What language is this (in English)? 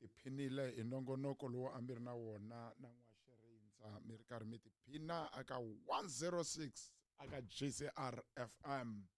Tsonga